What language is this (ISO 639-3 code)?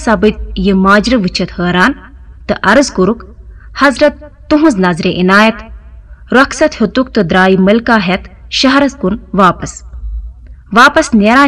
kas